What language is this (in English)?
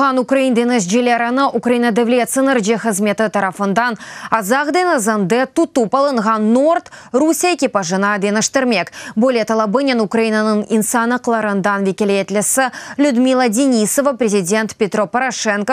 Crimean Tatar